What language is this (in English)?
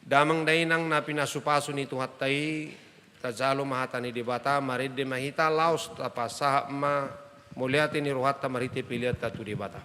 Batak Toba